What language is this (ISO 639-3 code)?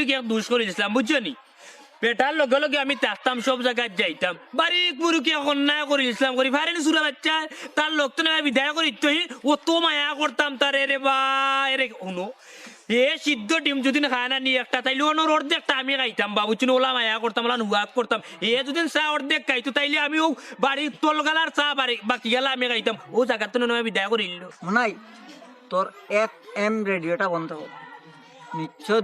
syl